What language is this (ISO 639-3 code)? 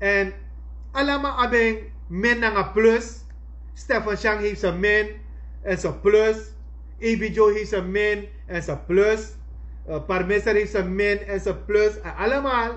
srn